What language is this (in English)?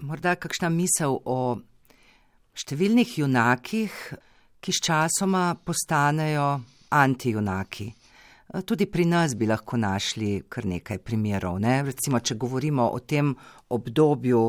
Slovenian